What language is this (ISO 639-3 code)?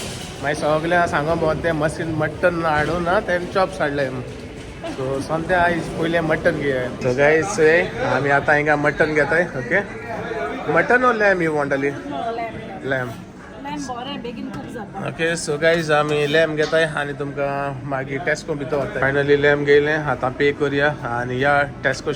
kok